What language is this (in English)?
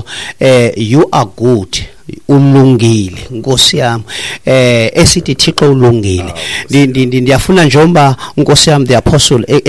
Xhosa